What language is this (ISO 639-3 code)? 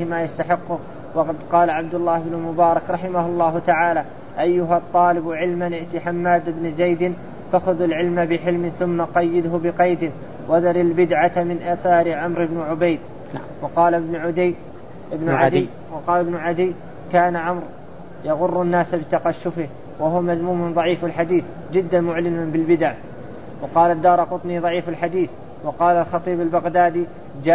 ara